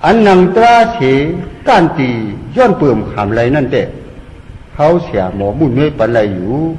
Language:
Shan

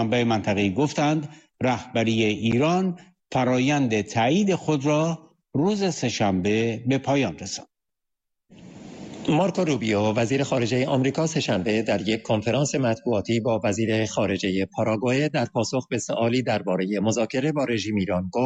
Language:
Persian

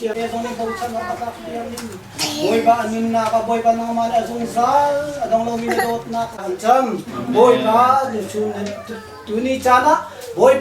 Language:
Falam Chin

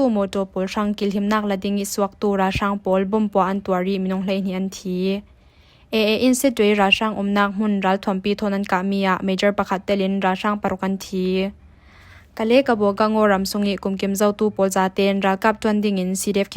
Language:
Falam Chin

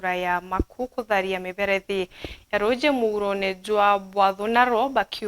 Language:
Meru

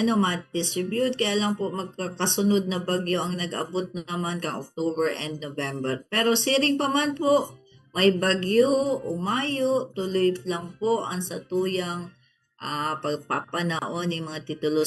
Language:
Bikol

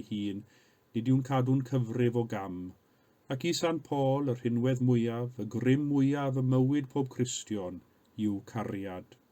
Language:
Welsh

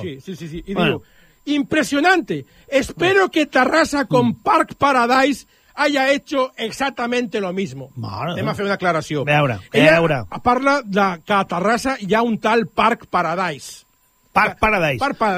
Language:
Catalan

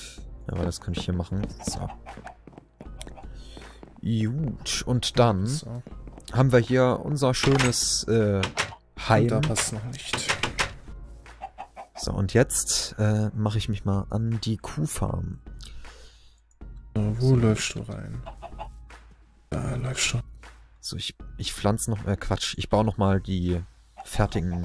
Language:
German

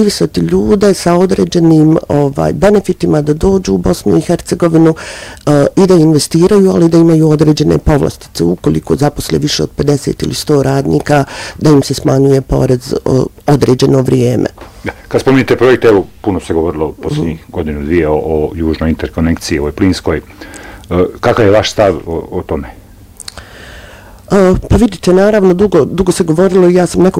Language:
Bosnian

